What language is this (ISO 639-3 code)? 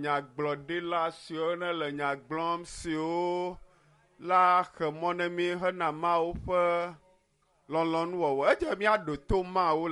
ewe